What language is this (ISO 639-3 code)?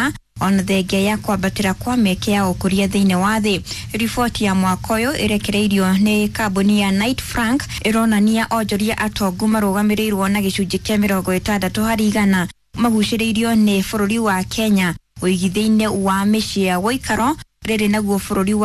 kik